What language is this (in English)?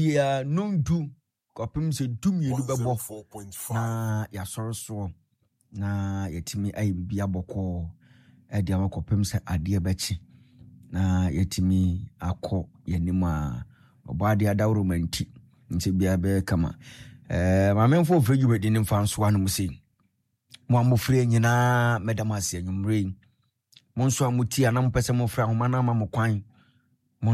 Akan